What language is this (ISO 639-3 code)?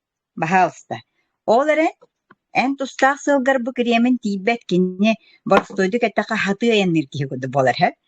sah